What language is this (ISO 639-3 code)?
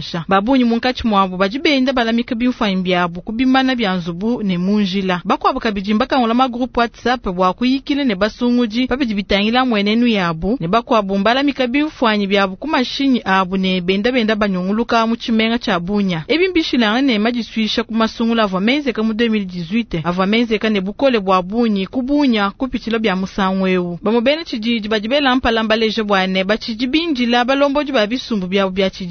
lua